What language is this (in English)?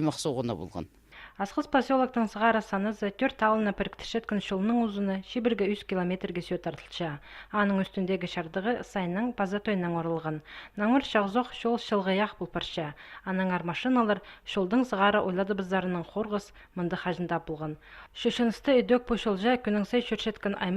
Khakas